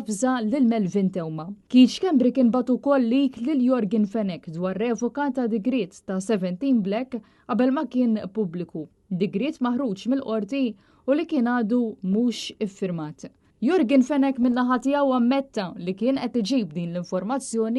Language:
Maltese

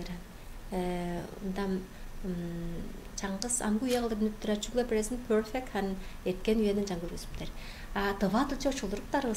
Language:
Tuvinian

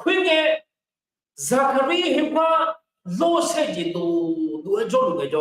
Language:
Akha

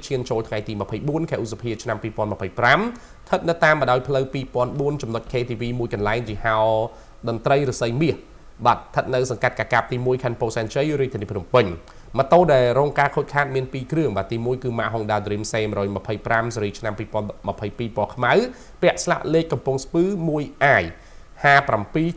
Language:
Khmer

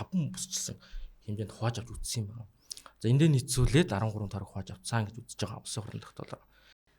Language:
Mongolian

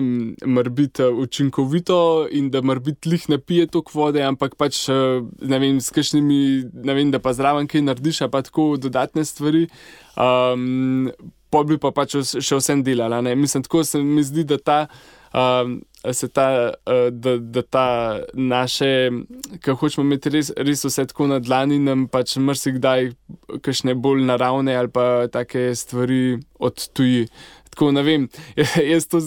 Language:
Slovenian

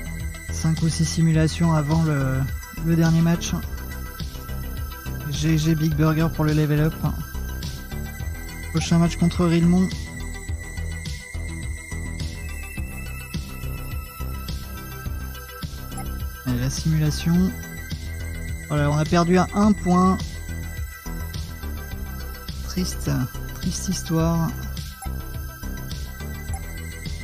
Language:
French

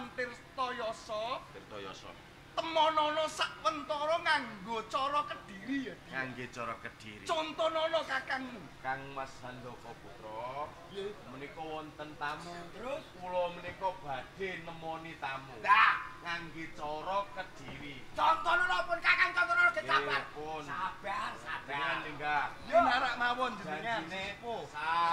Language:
Javanese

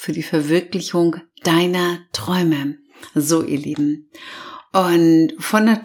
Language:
German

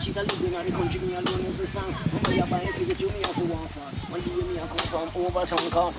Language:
Jamaican Creole English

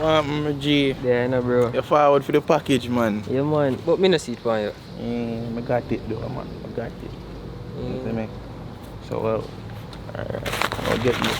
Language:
Jamaican Creole English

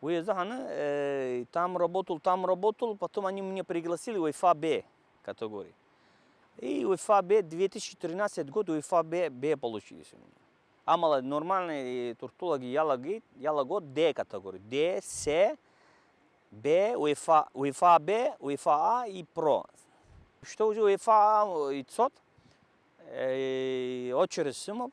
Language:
Abkhazian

